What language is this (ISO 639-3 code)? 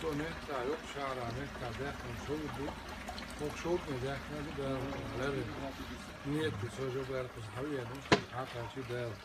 che